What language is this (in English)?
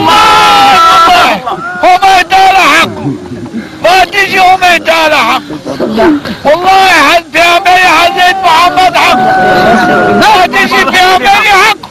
Zaza